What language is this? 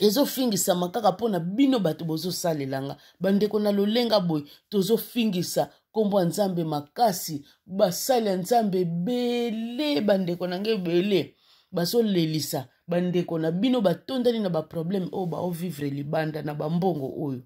Lingala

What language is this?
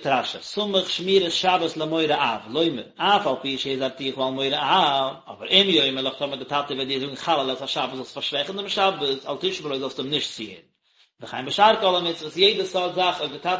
Yiddish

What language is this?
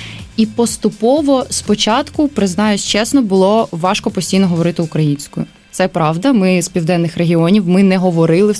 Ukrainian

